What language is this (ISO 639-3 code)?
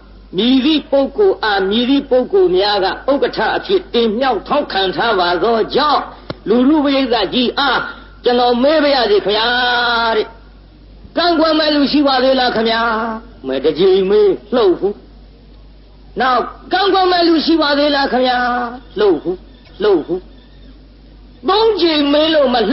mya